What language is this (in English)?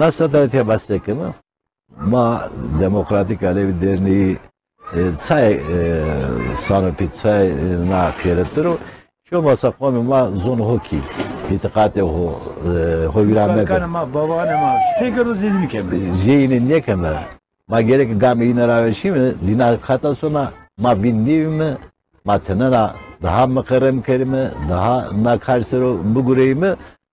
Zaza